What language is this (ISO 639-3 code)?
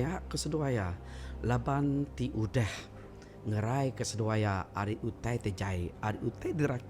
iba